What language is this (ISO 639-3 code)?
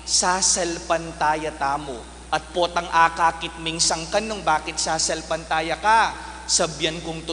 pam